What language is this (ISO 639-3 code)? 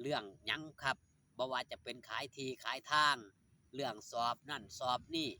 tts